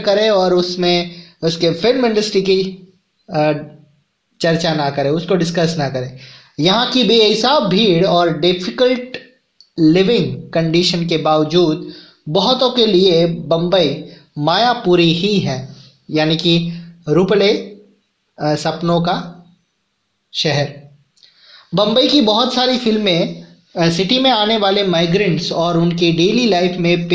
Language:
Hindi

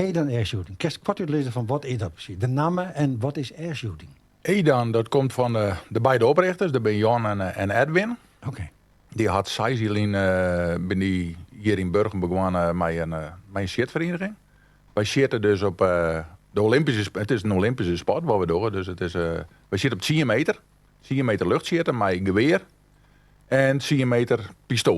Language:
Western Frisian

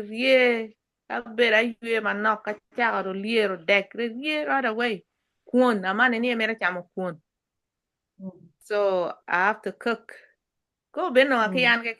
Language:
Acoli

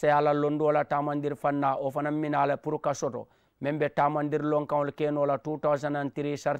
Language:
Mandingo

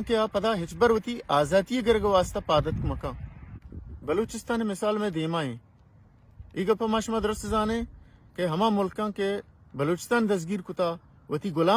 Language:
Baluchi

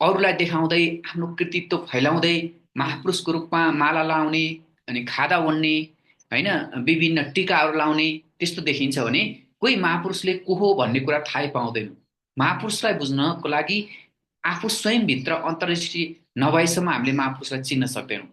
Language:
Nepali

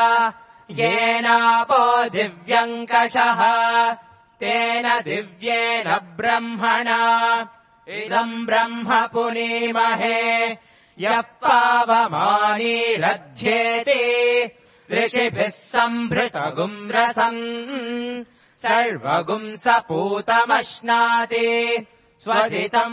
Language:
Sanskrit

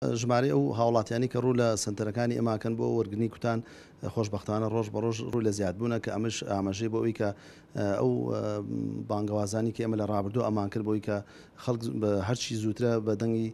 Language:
Central Kurdish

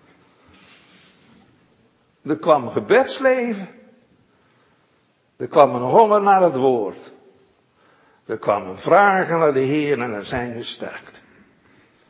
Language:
Dutch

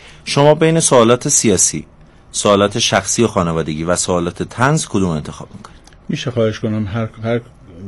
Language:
Persian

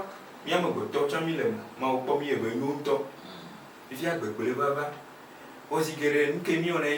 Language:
Ewe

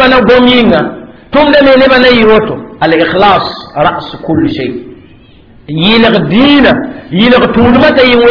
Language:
Mossi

